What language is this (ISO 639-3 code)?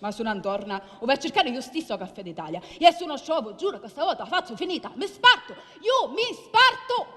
scn